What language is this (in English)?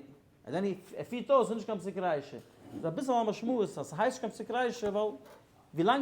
Yiddish